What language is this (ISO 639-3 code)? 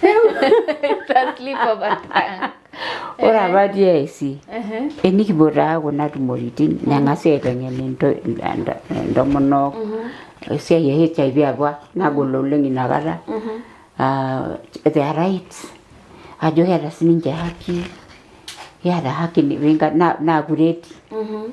mas